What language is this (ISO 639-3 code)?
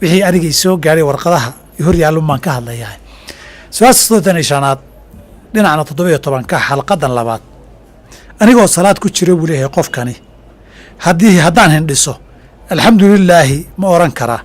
som